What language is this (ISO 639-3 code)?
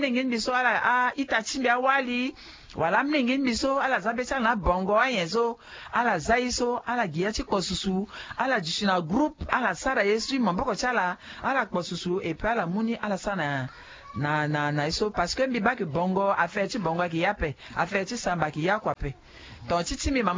sag